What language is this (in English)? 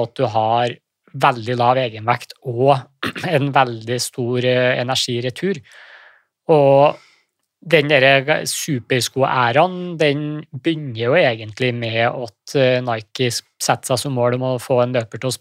Norwegian